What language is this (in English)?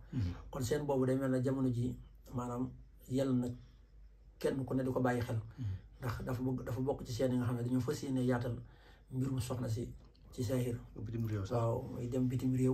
Wolof